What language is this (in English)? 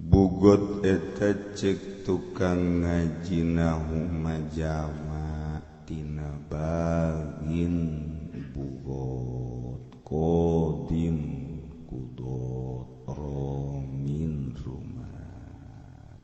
Sundanese